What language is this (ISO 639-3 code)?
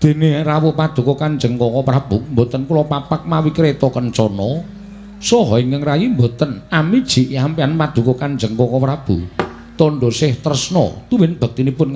jav